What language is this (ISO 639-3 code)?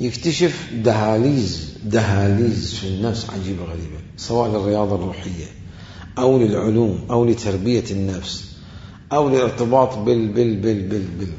acm